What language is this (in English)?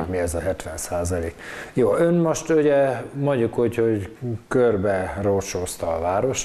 Hungarian